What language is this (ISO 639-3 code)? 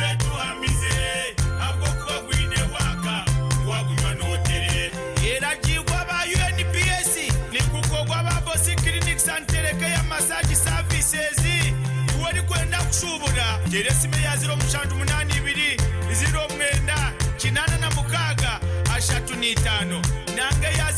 nyn